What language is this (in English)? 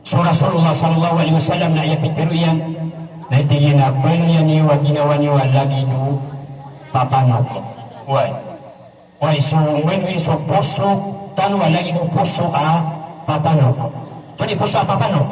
Maranao